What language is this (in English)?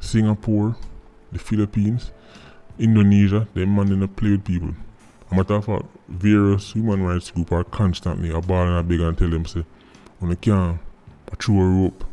Jamaican Creole English